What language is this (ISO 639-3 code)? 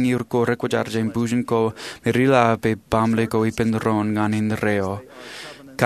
mah